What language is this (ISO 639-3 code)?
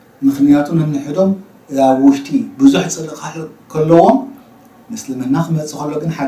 tir